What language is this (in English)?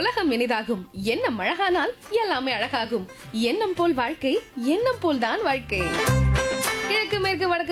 Tamil